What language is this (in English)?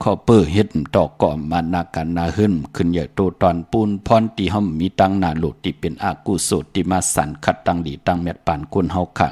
Shan